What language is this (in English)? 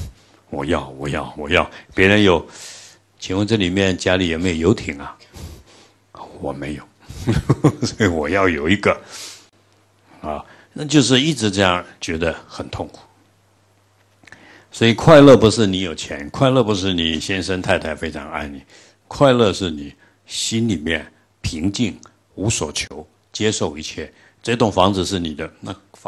Chinese